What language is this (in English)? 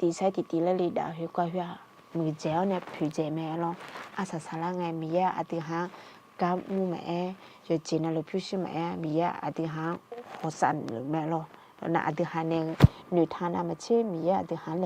Akha